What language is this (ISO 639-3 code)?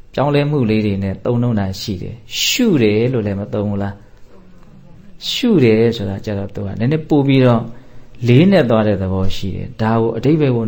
mya